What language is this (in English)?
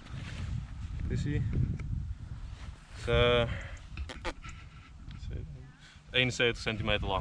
Dutch